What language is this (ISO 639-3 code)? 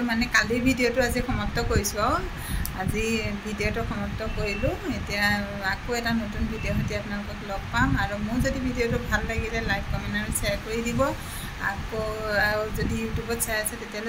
asm